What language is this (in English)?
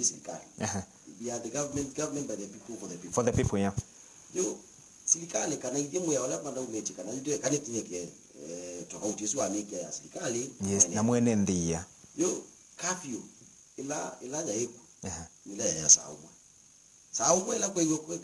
Kamba